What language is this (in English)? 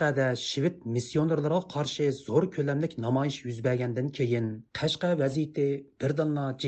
Uyghur